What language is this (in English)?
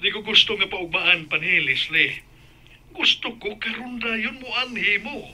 Cebuano